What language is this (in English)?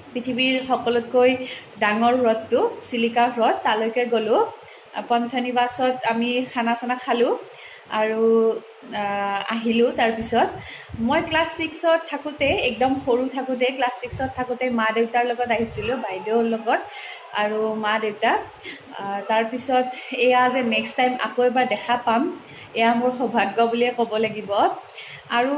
Assamese